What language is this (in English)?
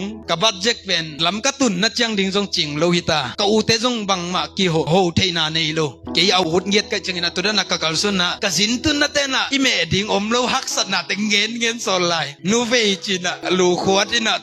Tedim Chin